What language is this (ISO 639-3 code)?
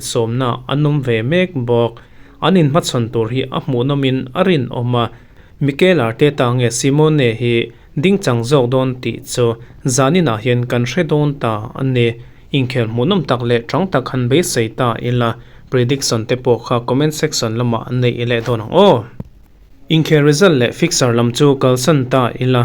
lus